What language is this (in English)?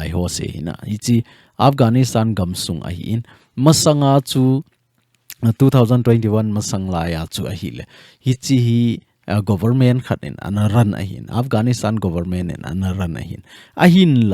Thado Chin